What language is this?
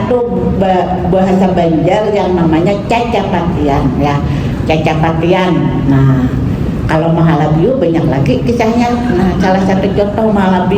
Banjar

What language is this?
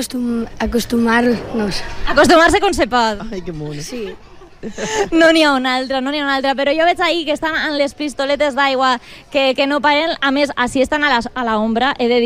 Catalan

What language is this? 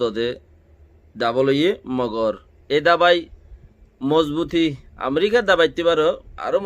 Rohingya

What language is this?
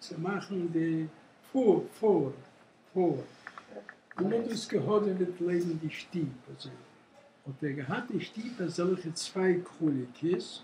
Yiddish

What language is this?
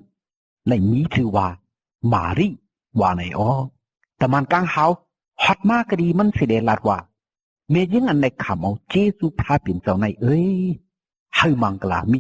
Shan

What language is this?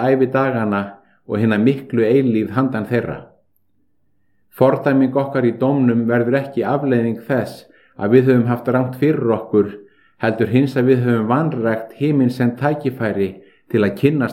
Icelandic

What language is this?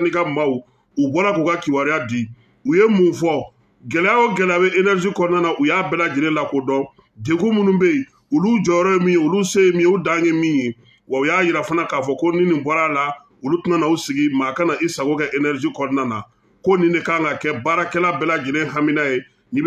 Bambara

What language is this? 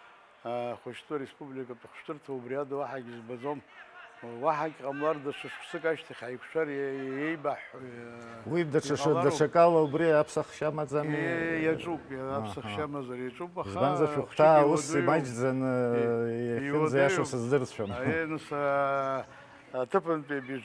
Abkhazian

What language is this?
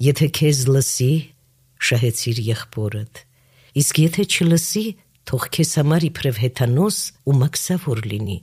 Armenian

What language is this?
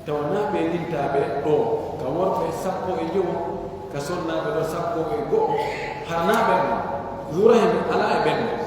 Pular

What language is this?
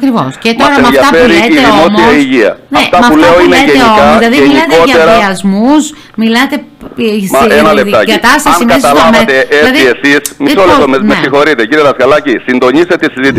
Greek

